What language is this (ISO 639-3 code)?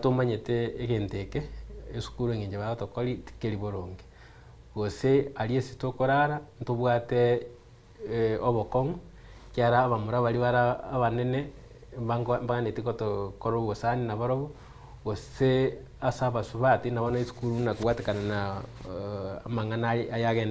guz